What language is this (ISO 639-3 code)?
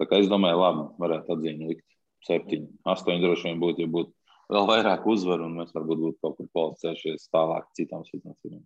lav